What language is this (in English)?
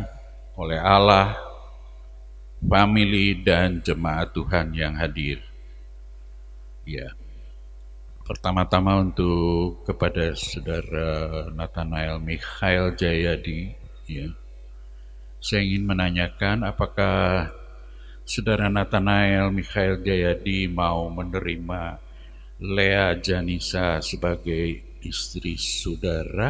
Indonesian